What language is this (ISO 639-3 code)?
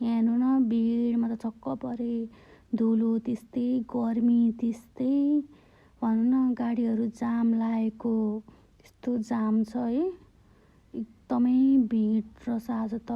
nep